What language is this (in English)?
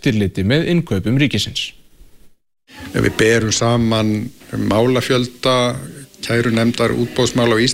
Icelandic